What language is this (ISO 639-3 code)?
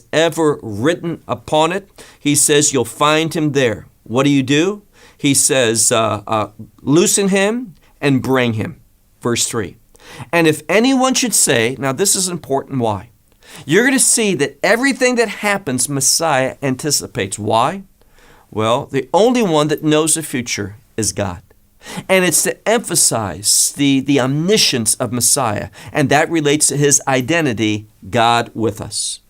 eng